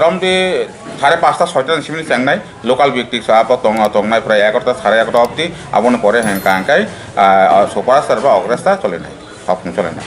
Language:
Kok Borok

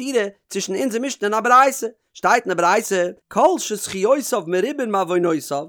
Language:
Yiddish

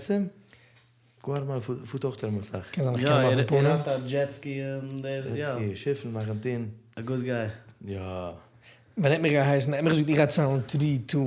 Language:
Yiddish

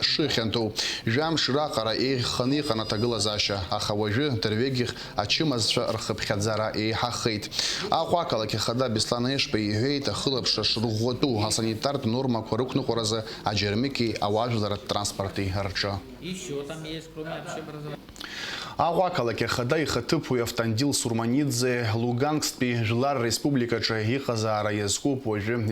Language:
Abkhazian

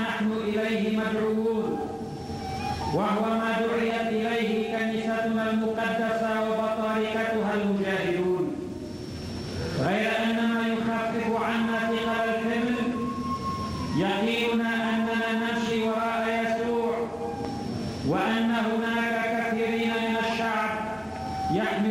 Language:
Arabic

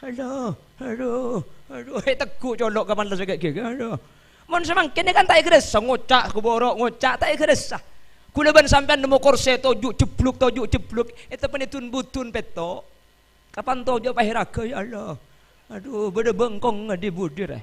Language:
Madurese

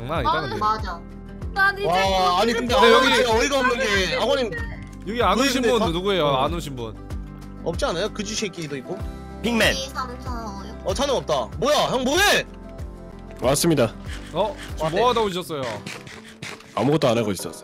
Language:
Korean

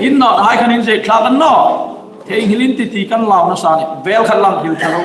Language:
Hmar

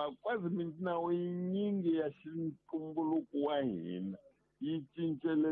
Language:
Tsonga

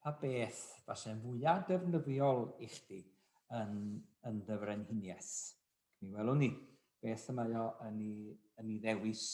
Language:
Welsh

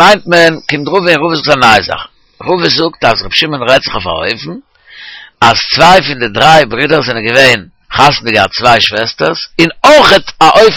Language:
Yiddish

